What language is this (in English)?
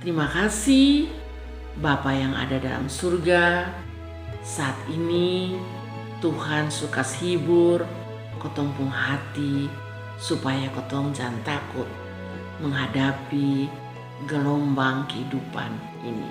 Kupang Malay